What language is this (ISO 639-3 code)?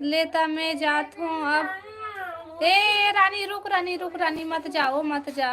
hne